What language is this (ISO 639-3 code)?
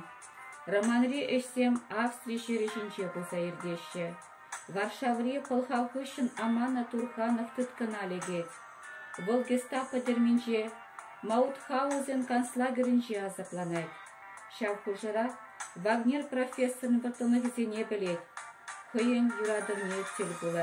chv